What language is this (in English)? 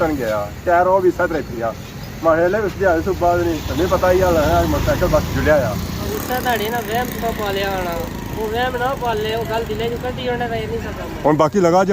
Pahari-Potwari